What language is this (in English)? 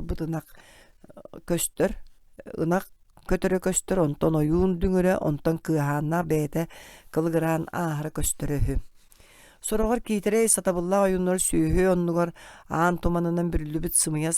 Yakut